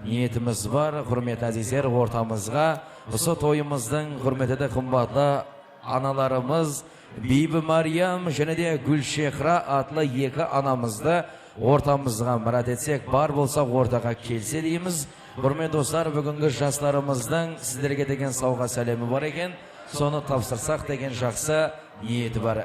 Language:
Kara-Kalpak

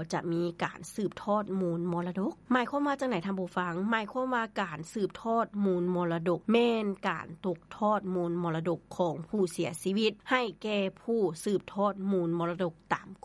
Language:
Lao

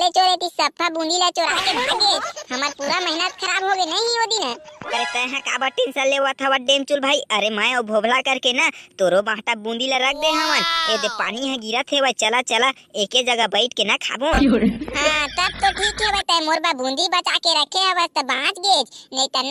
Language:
Chhattisgarhi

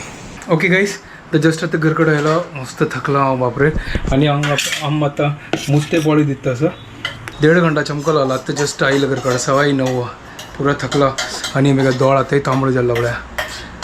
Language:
Konkani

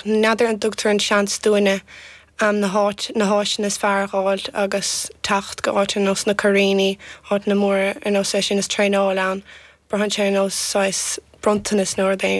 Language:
Irish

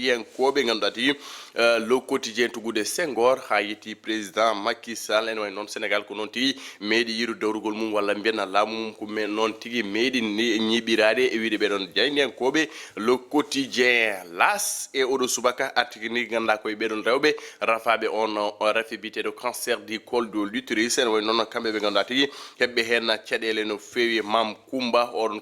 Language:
Fula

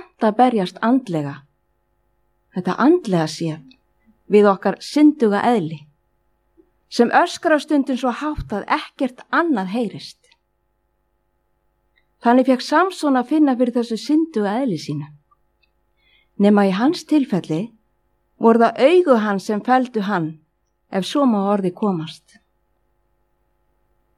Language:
Icelandic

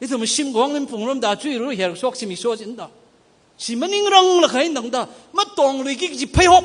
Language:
Tangkhul Naga (India)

